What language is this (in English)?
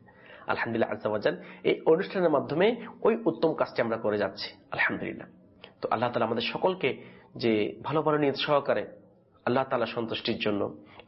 Bangla